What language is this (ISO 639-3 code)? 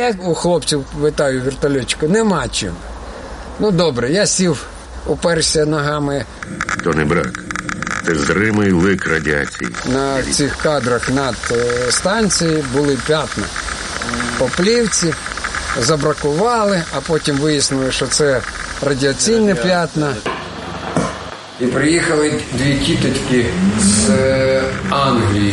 ukr